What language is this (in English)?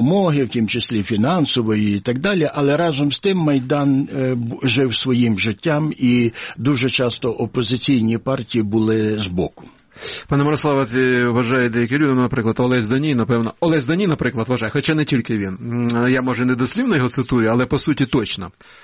Ukrainian